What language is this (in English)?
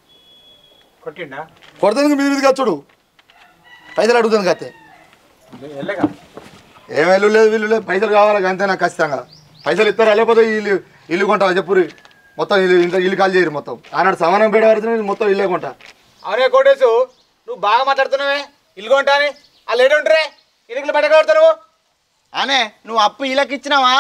Telugu